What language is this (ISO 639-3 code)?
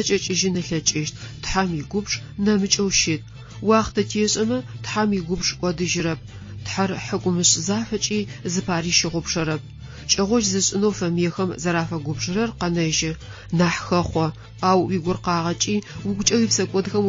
ady